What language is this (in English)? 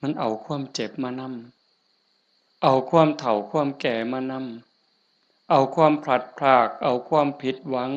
Northeastern Thai